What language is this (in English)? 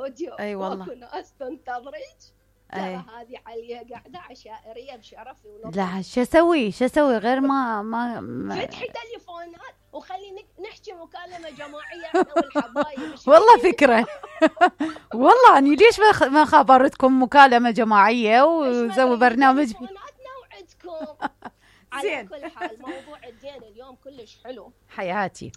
Mesopotamian Arabic